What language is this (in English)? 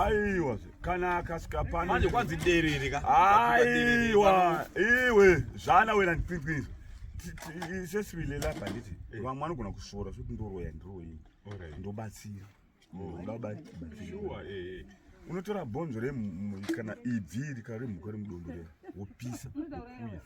Shona